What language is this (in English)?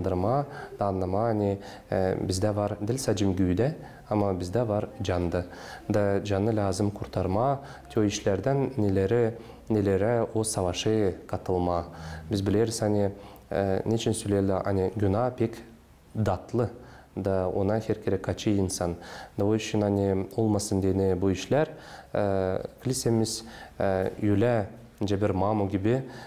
Gagauz